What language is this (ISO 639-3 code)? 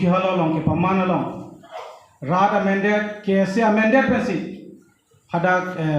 mjw